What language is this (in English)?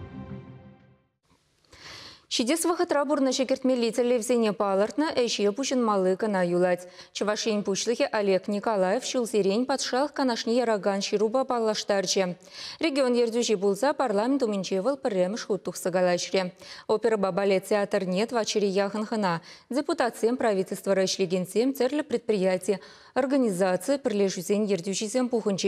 Chuvash